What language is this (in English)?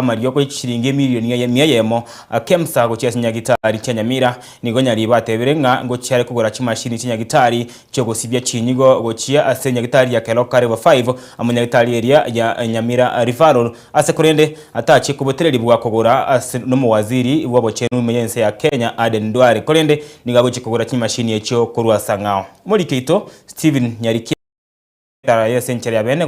Gusii